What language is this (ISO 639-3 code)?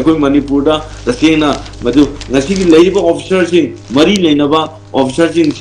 mni